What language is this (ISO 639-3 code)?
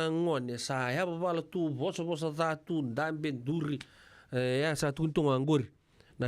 fij